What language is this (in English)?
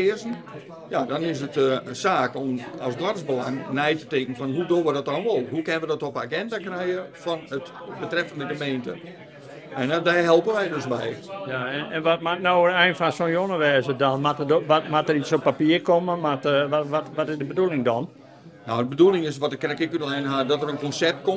Western Frisian